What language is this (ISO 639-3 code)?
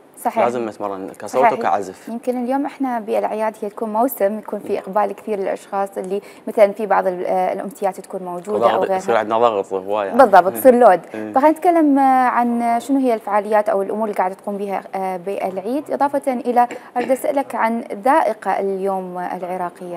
acm